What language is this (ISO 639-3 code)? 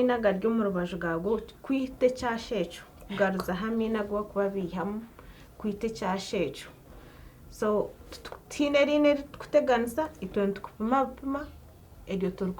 nyn